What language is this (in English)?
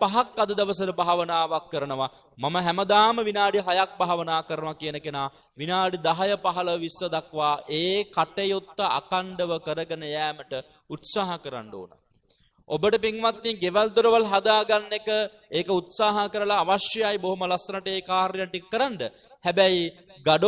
Sinhala